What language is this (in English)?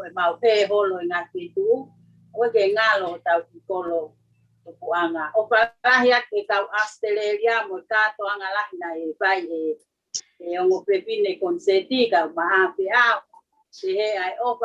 Tongan